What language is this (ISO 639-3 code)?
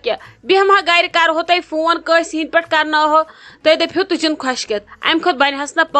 kas